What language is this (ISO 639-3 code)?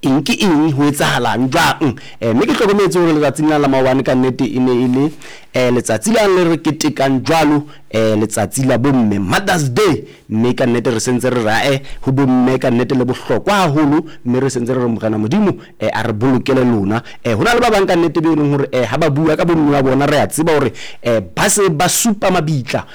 sot